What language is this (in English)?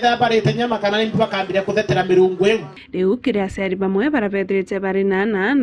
Meru